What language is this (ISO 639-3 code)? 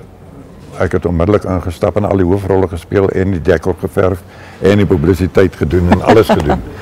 afr